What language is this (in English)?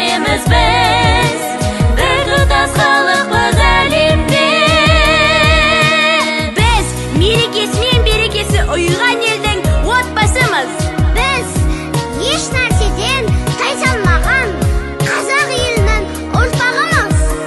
Kazakh